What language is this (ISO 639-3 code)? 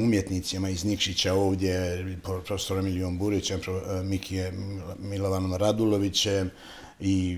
hrv